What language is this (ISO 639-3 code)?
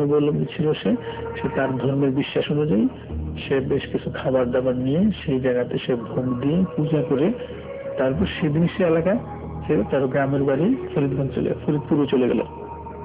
ben